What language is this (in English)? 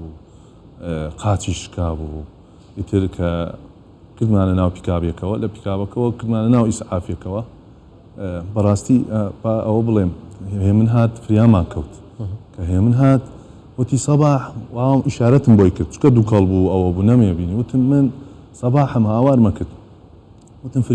Central Kurdish